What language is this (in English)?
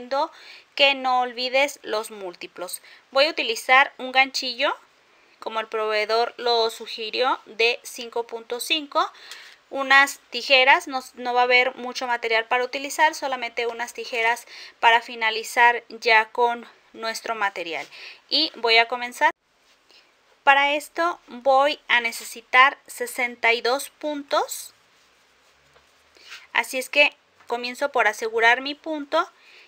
Spanish